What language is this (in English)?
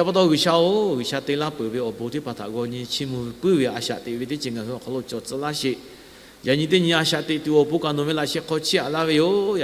Lahu